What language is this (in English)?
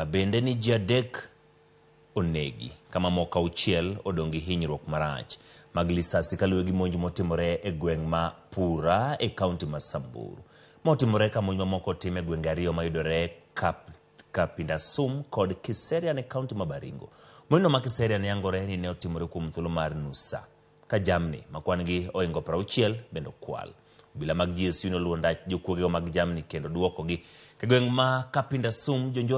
Luo (Kenya and Tanzania)